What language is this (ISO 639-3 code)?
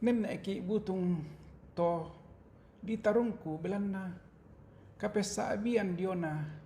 sda